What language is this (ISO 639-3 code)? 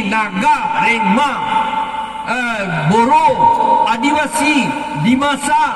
mjw